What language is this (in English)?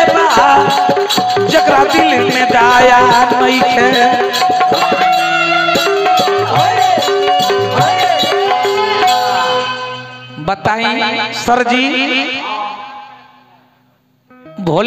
Bhojpuri